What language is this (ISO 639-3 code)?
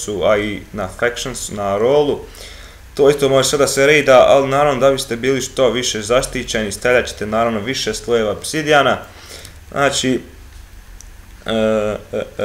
hrv